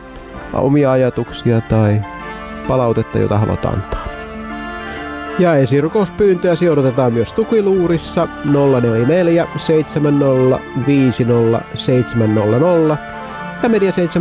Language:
Finnish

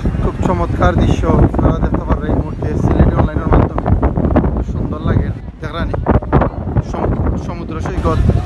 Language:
Sylheti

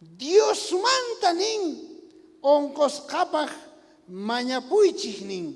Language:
South Bolivian Quechua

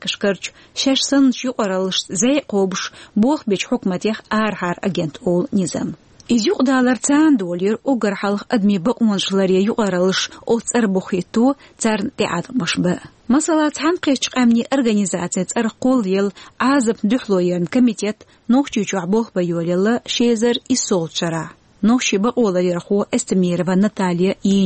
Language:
Chechen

